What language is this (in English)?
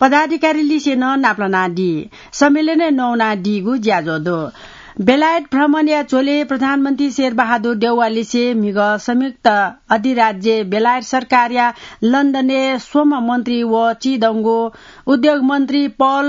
Newari